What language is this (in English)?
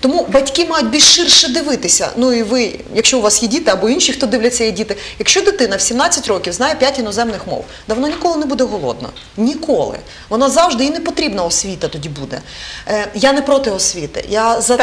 Ukrainian